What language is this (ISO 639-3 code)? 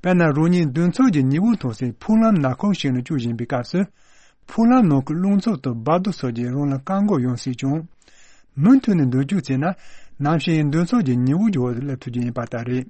bod